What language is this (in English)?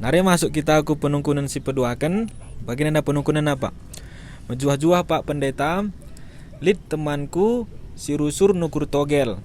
Batak Karo